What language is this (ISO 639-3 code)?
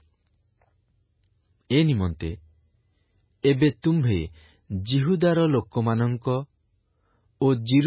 ori